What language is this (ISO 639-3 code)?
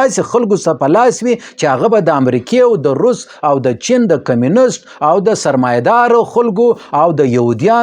pus